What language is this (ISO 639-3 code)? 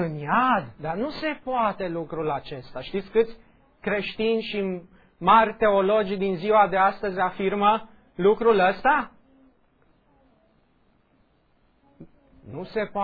ron